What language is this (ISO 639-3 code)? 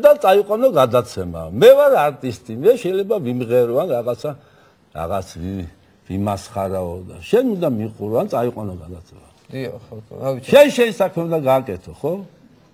kat